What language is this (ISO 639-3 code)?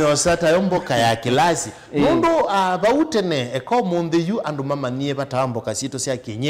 kam